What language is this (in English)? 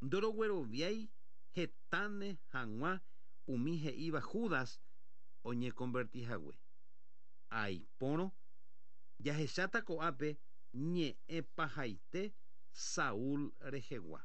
Guarani